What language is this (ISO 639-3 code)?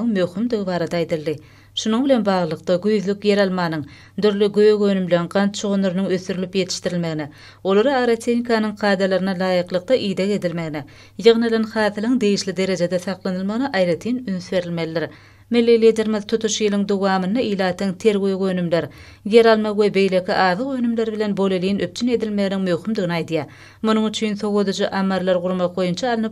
tuk